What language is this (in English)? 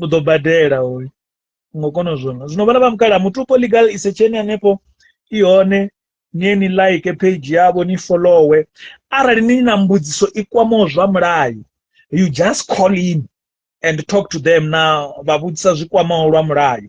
Venda